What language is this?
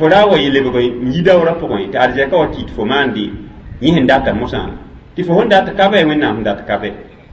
Mossi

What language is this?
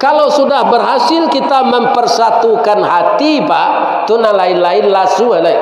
Minangkabau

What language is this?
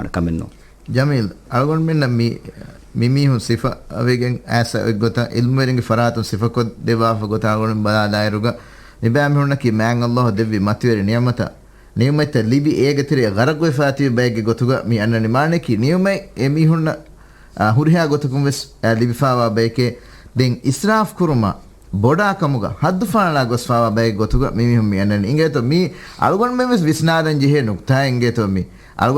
Divehi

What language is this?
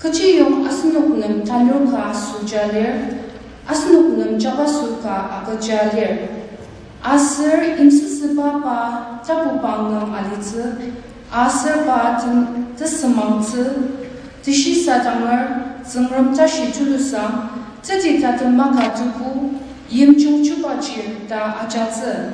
Ao Naga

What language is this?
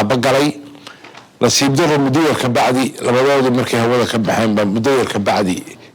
Somali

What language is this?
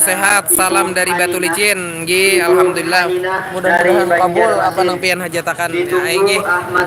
Banjar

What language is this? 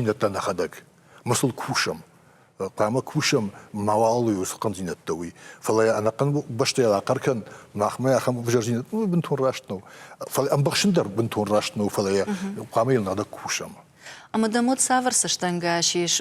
Ossetic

